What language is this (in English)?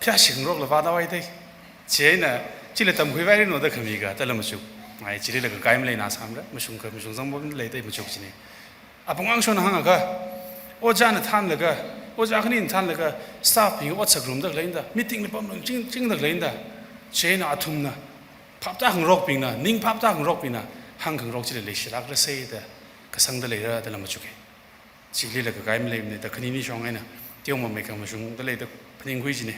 Tangkhul Naga (India)